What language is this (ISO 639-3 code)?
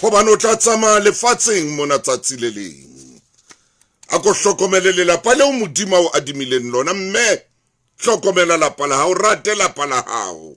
sot